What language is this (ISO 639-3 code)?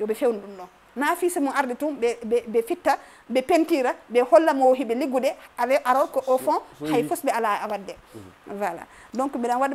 ful